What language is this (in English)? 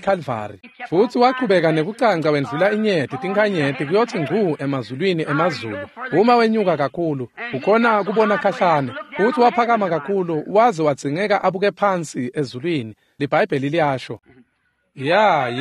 Swati